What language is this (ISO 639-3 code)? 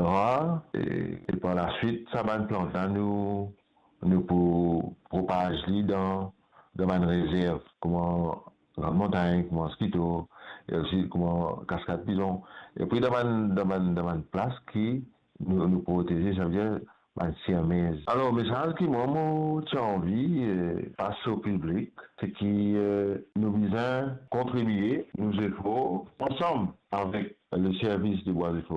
mfe